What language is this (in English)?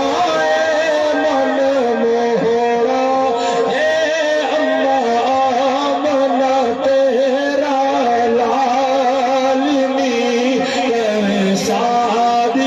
Saraiki